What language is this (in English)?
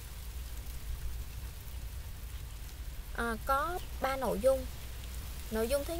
Vietnamese